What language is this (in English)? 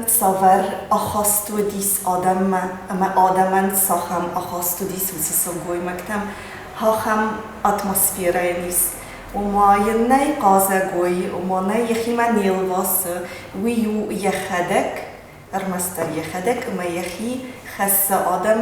Ossetic